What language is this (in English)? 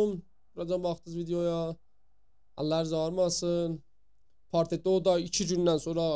South Azerbaijani